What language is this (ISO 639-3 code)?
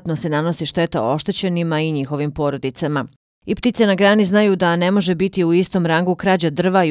bos